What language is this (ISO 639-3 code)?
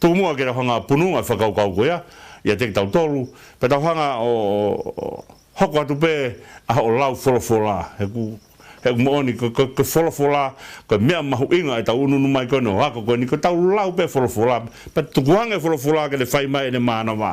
ton